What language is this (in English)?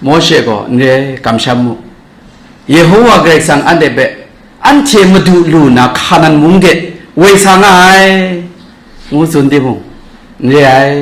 Kachin